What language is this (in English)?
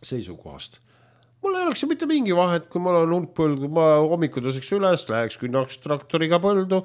Estonian